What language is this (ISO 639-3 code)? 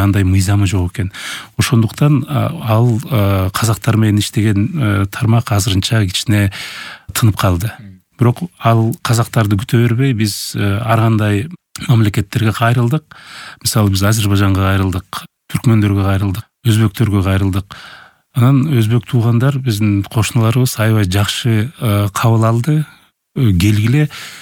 kir